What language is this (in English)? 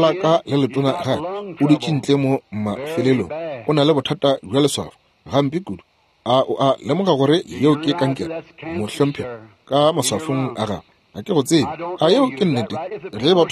Northern Sotho